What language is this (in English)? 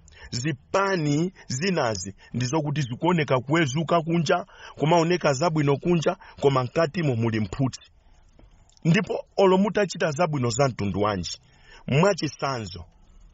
Nyanja